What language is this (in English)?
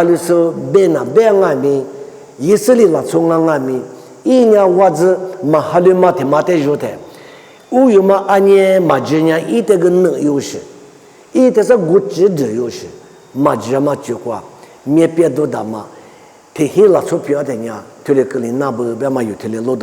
Lisu